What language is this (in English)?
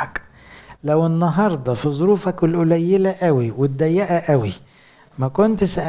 Egyptian Arabic